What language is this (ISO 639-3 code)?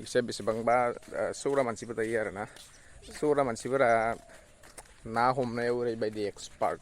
brx